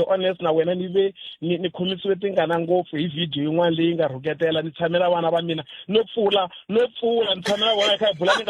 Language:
Tsonga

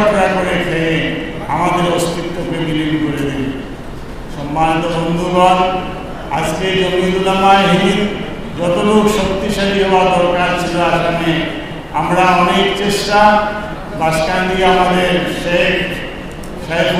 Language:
Sylheti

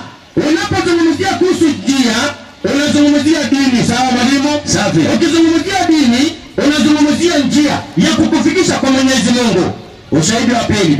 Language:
Swahili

